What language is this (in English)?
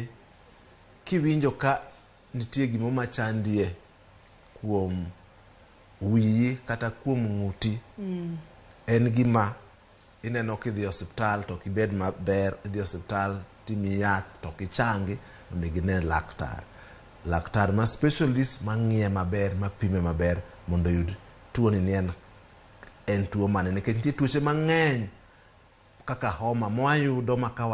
Luo (Kenya and Tanzania)